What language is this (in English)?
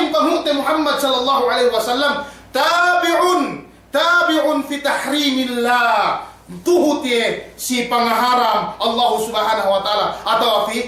Yakan